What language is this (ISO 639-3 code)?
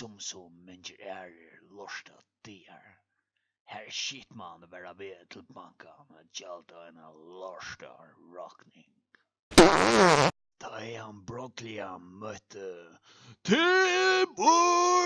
fao